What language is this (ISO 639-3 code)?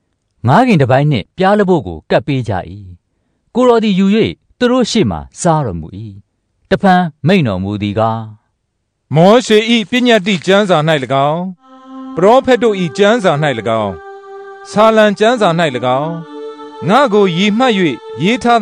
mya